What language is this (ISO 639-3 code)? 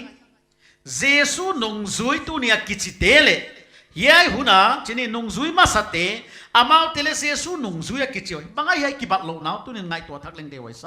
pck